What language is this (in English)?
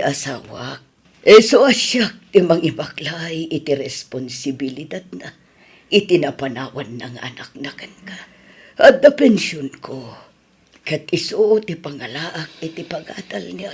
Iloko